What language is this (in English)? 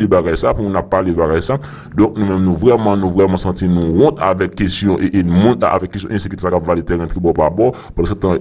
Haitian Creole